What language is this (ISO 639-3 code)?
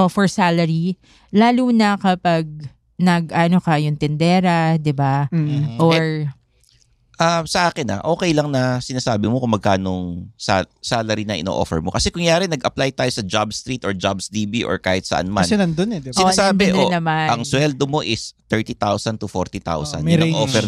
fil